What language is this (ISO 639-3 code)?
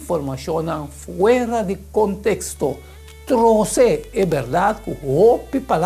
pap